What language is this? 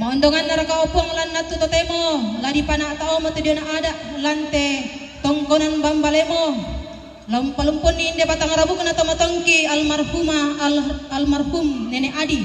Toraja-Sa'dan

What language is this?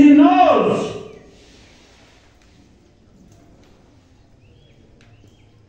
Swahili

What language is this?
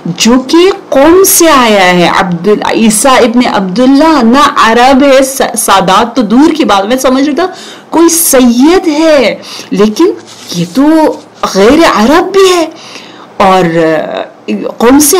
Urdu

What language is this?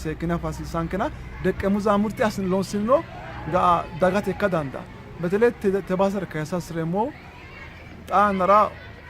Sidamo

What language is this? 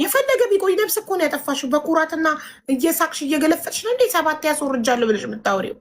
Amharic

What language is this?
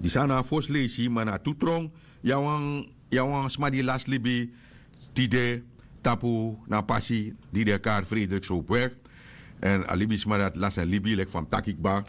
Sranan Tongo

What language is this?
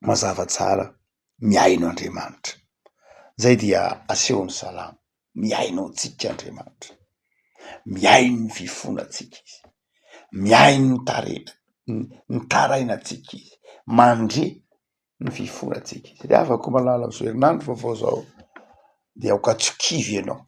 Malagasy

